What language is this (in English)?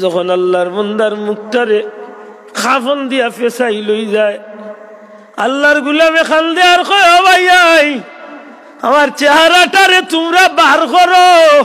Sylheti